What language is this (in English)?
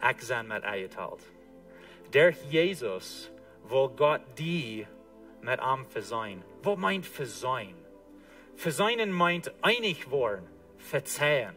Plautdietsch